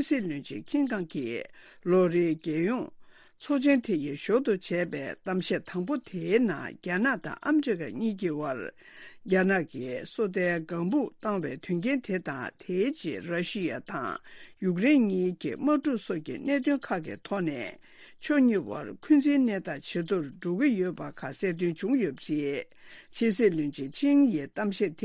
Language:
Tibetan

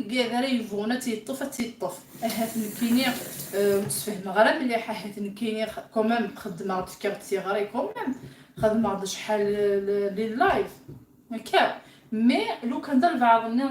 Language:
Kabyle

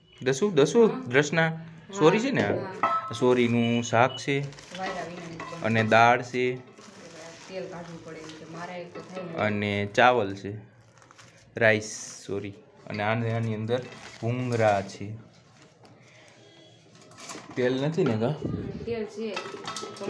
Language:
Gujarati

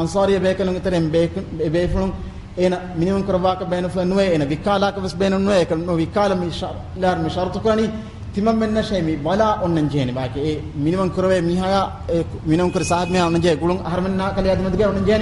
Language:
Divehi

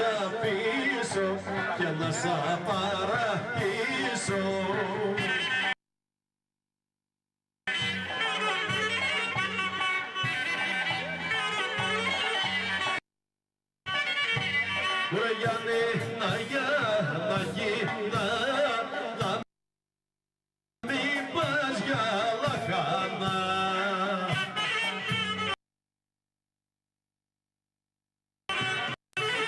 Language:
Greek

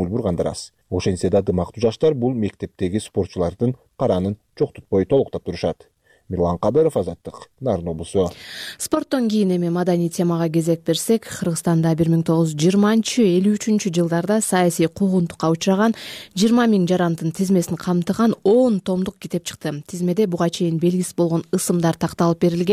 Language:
Kyrgyz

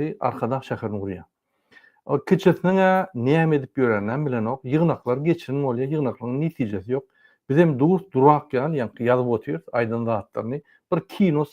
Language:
Turkmen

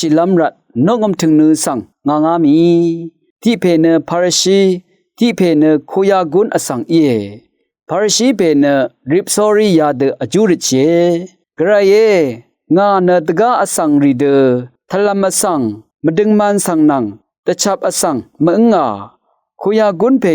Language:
Rawang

